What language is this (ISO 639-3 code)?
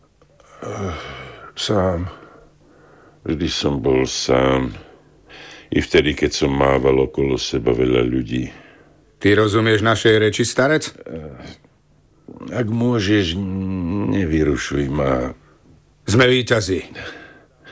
slk